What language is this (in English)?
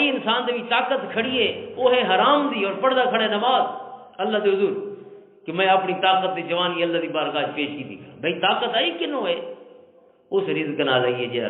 Western Panjabi